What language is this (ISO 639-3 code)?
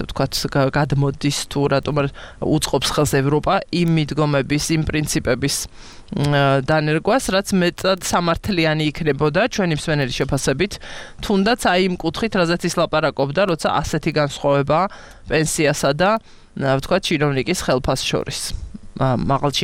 kat